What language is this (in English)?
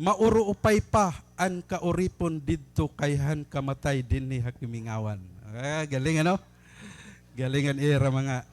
Waray